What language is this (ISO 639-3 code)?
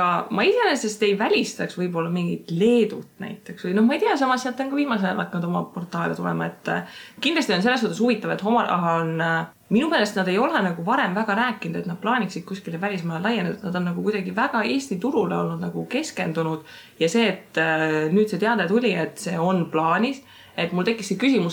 est